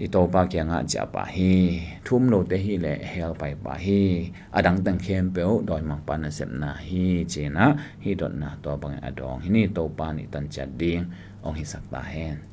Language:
Tedim Chin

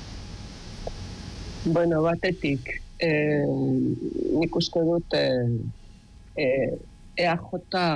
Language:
Basque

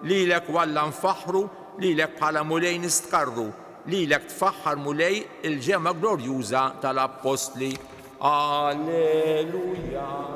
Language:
Maltese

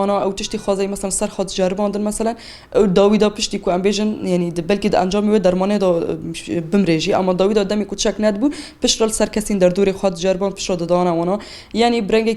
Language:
Kurdish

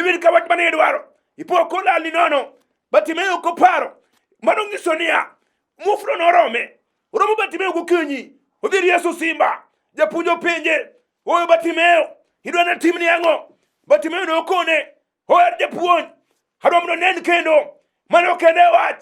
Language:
Luo (Kenya and Tanzania)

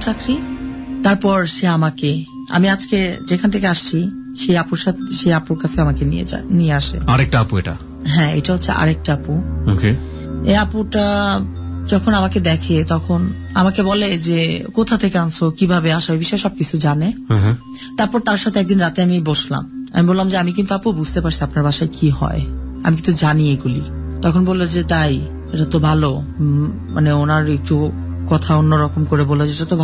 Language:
Bangla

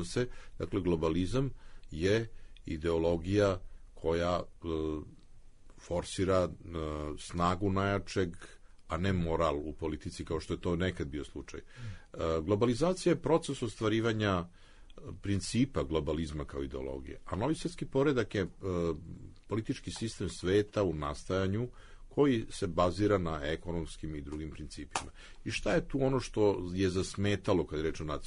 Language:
Serbian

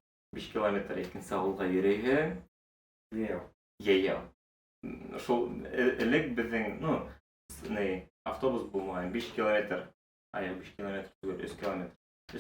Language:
Bashkir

